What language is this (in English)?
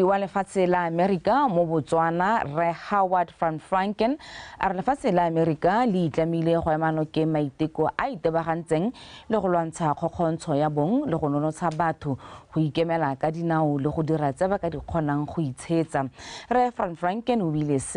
Tswana